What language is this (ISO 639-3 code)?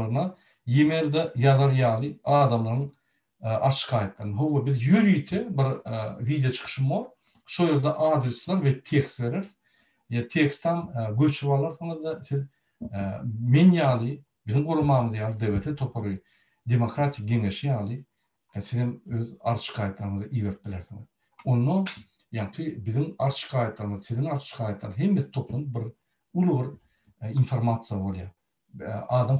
tuk